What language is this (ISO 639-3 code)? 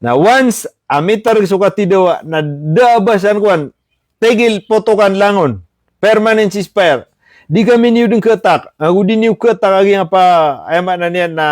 mrw